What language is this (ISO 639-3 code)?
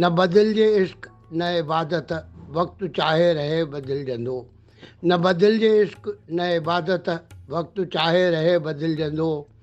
snd